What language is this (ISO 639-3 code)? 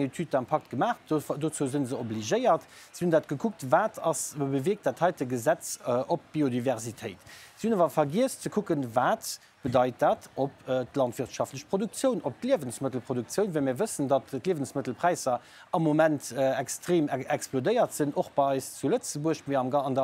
ltz